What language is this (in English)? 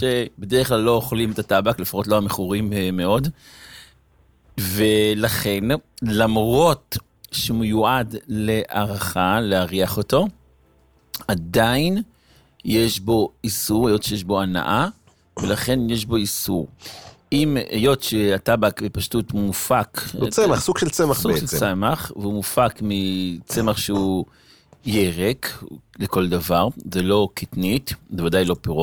Hebrew